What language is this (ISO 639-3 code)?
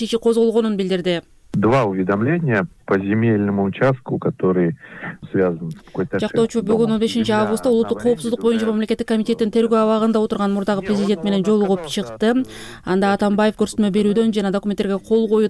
kir